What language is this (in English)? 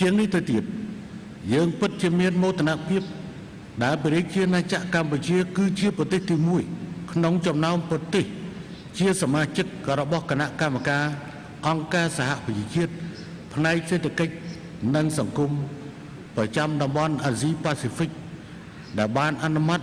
Khmer